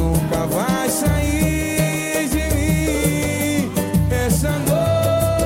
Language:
Portuguese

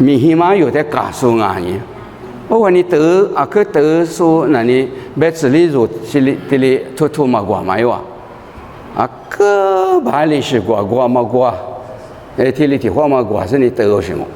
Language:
Lisu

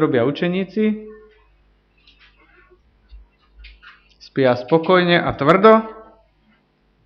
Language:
Slovak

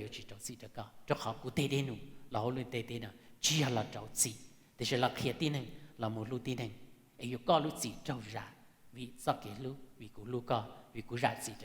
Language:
Hmong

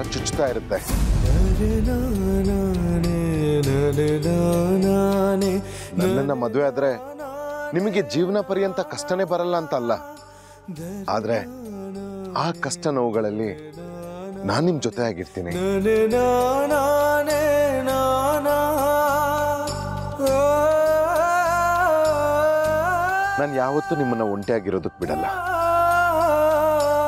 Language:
Kannada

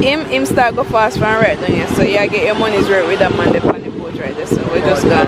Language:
Jamaican Creole English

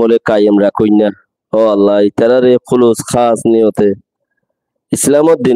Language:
Rohingya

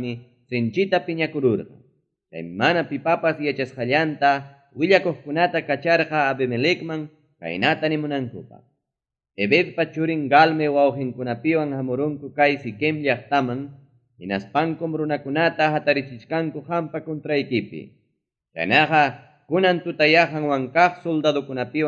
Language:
Ayacucho Quechua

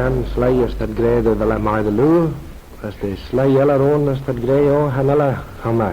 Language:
Manx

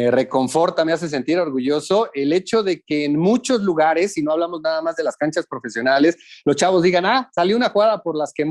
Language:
Spanish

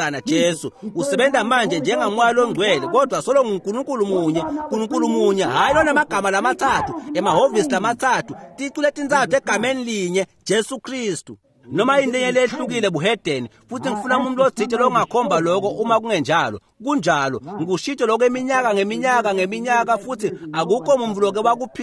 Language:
Swati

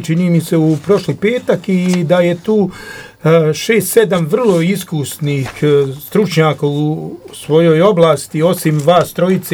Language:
Croatian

